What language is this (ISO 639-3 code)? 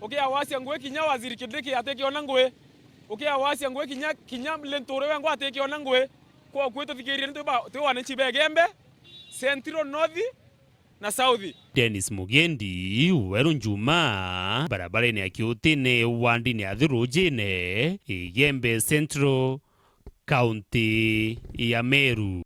mer